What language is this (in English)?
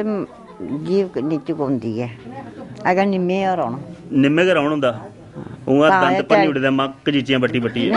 Dogri